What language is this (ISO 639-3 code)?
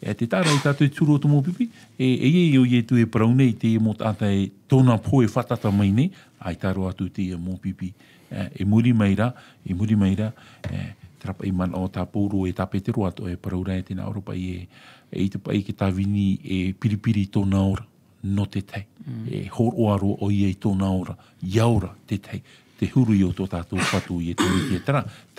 tah